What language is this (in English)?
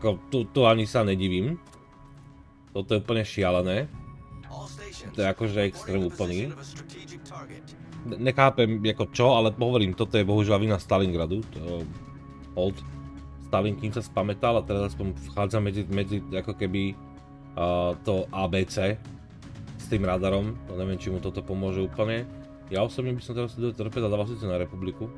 Slovak